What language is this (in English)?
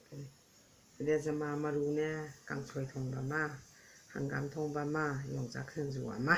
Manipuri